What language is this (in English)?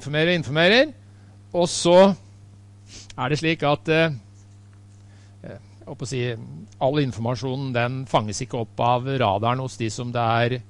Norwegian